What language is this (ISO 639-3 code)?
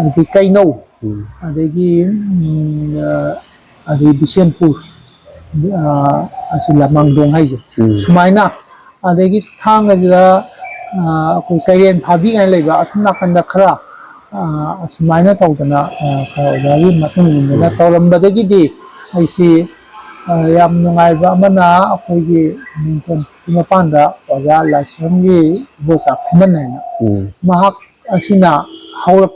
mni